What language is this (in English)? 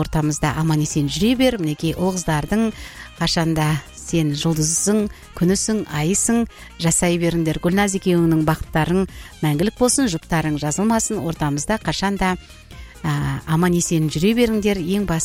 Kazakh